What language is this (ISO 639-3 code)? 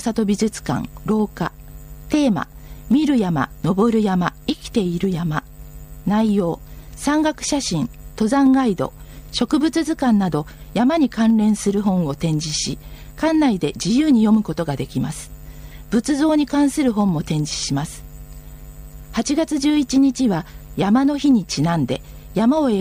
jpn